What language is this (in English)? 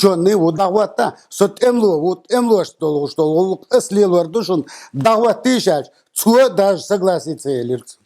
Chechen